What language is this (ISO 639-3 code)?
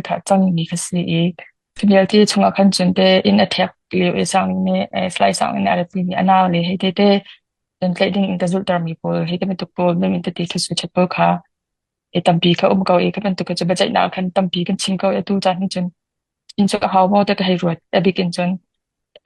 cnh